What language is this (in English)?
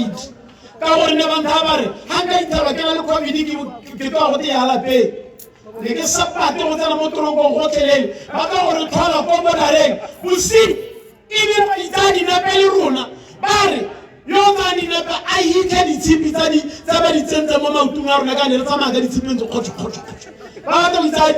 Tswana